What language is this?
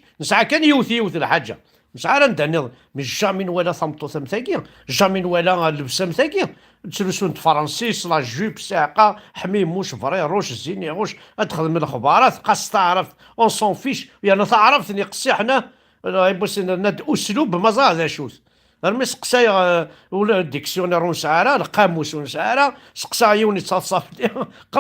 Kabyle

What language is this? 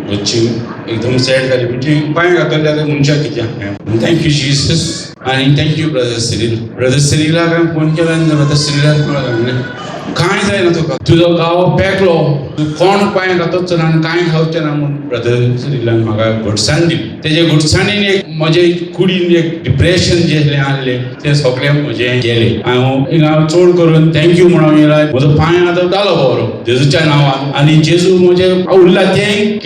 Konkani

